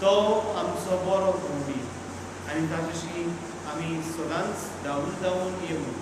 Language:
Konkani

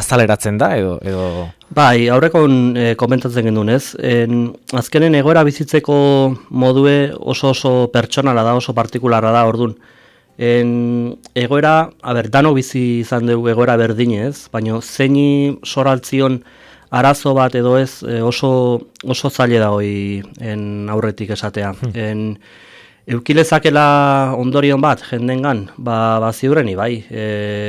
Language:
Basque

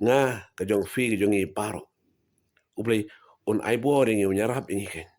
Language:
Khasi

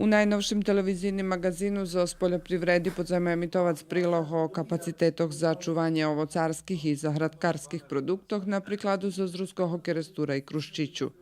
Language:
Rusyn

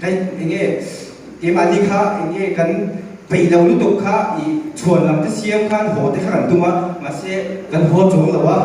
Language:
Mizo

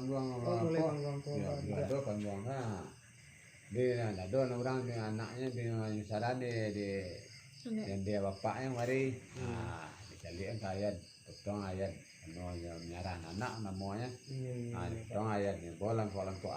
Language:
Minangkabau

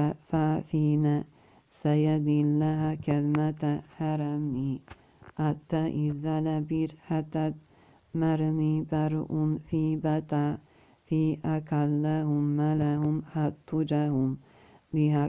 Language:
Arabic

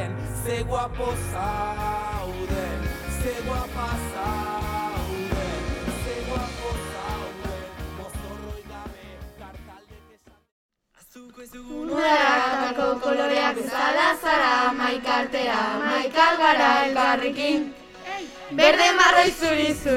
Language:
Basque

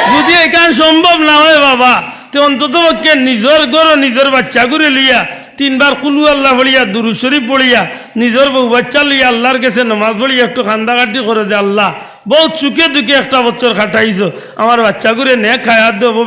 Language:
Sylheti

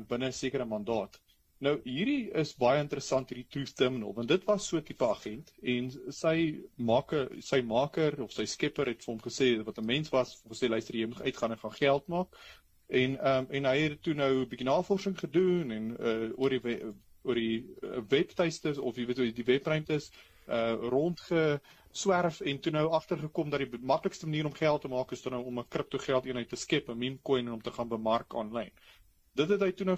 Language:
Afrikaans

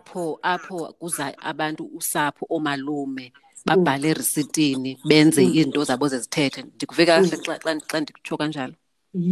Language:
Xhosa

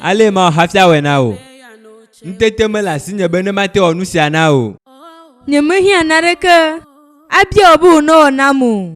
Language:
Ewe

